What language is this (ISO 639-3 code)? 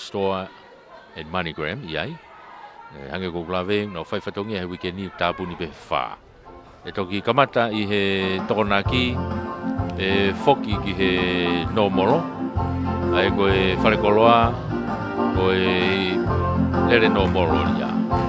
ton